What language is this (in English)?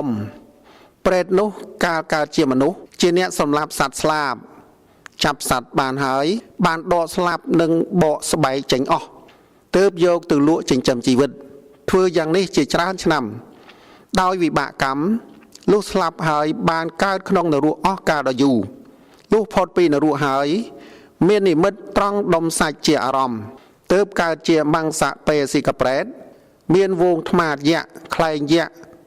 Khmer